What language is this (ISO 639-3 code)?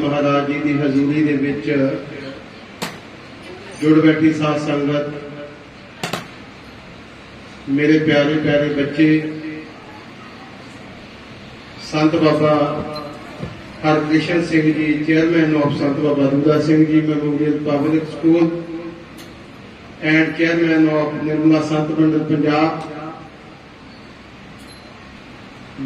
pan